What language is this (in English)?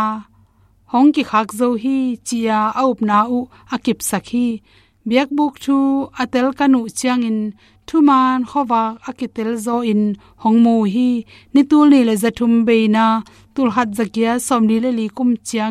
Tedim Chin